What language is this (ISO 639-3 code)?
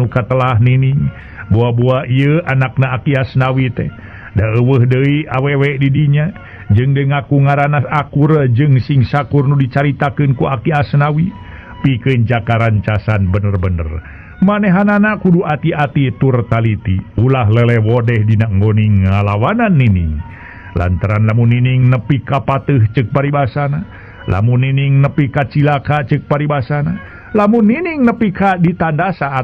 sun